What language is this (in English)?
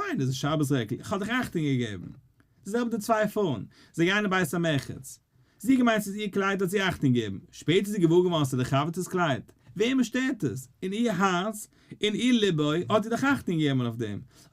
Yiddish